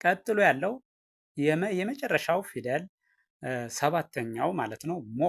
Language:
Amharic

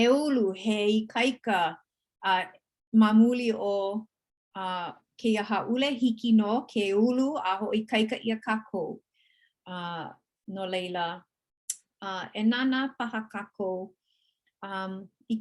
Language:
Hawaiian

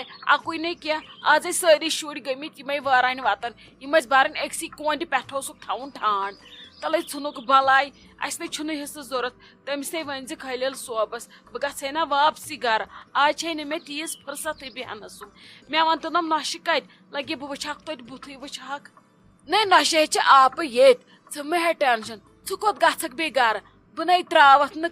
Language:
Kashmiri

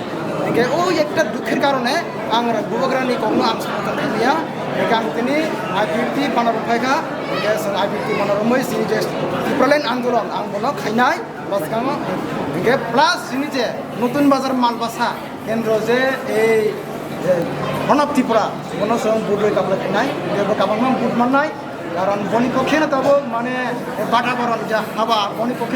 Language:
Kok Borok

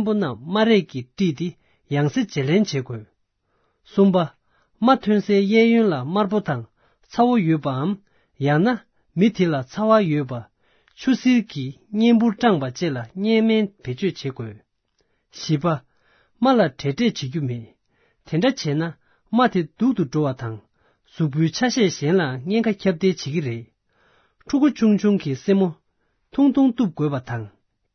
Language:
Tibetan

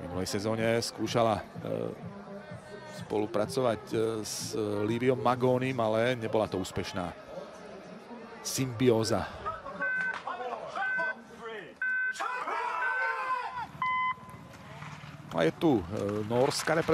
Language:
Slovak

